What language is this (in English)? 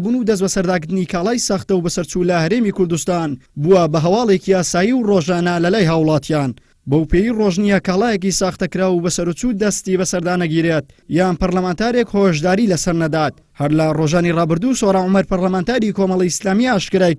Central Kurdish